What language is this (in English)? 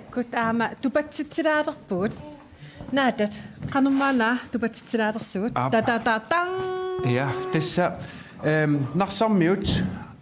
Kalaallisut